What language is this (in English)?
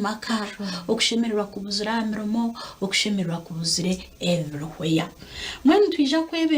Nyankole